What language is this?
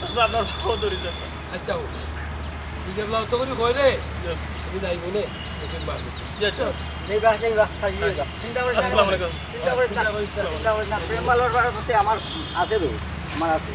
Sylheti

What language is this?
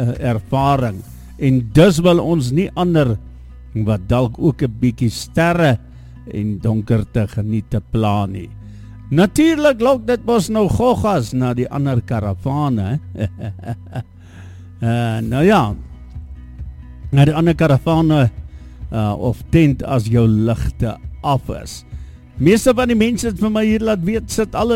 Afrikaans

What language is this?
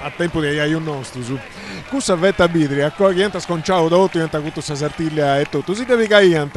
Sardinian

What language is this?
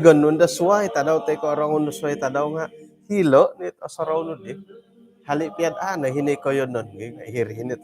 Central Dusun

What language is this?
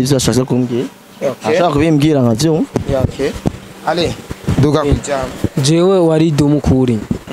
Rundi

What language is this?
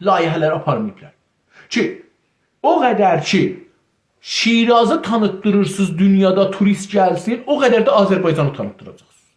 South Azerbaijani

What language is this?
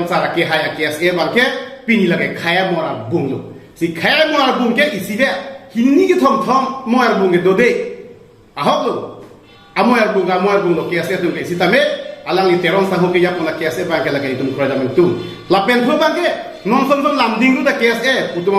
Karbi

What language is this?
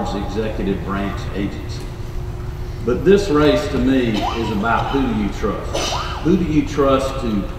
English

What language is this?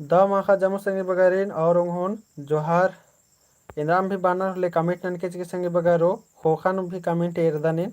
Kurukh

